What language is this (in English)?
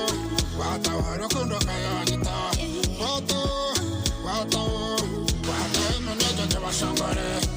Nyankole